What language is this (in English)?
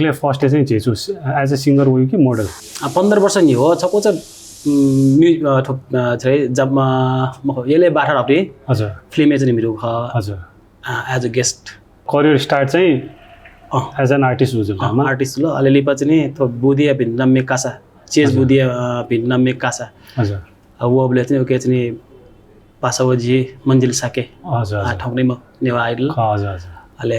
Newari